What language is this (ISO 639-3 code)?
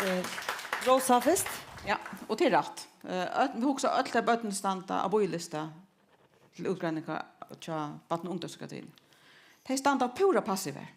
fao